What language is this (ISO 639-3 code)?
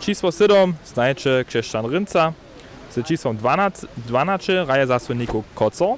hsb